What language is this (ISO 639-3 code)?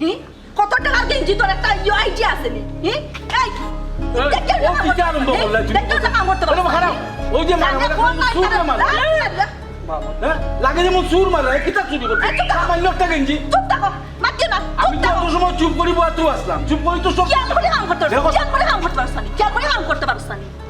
syl